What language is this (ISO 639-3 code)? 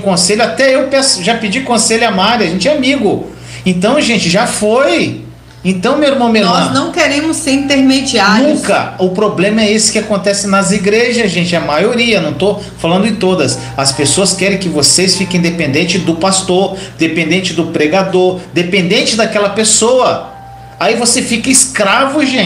por